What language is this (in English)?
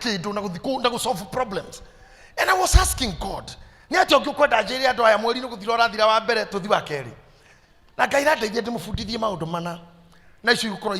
Kikuyu